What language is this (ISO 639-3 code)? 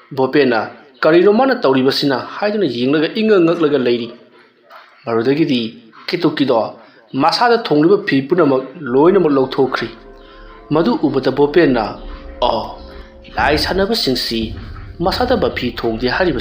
mni